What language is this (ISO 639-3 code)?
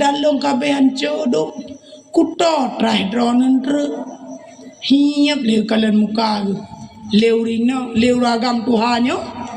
ace